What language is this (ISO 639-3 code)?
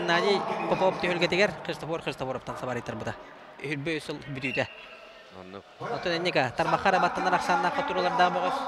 sah